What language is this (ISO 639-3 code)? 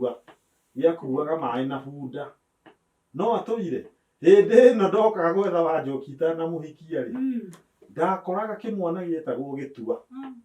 kik